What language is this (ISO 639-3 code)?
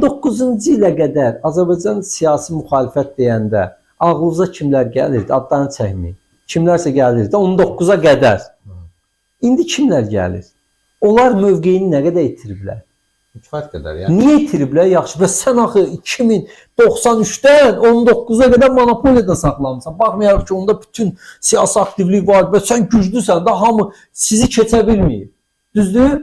aze